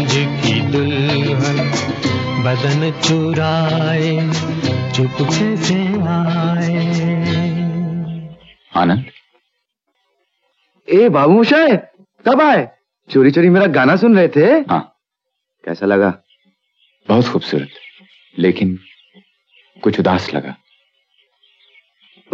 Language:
Hindi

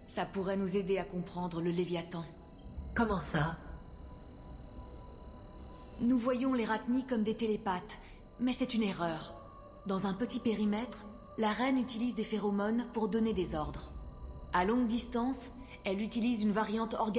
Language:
French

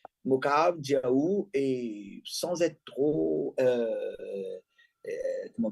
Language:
Morisyen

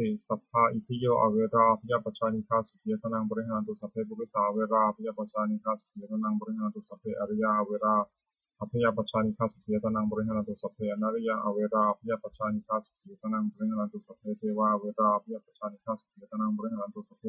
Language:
Pali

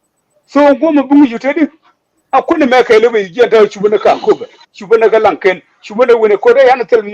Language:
Nuer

